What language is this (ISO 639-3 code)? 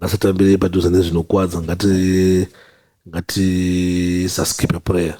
sna